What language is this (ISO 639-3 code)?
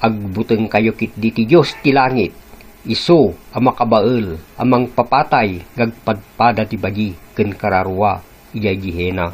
ilo